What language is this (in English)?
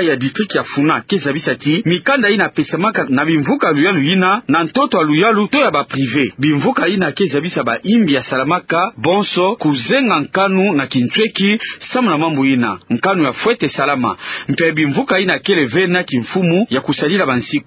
Kituba (Democratic Republic of Congo)